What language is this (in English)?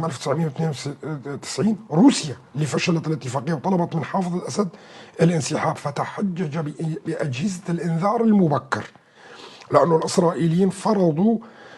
North Levantine Arabic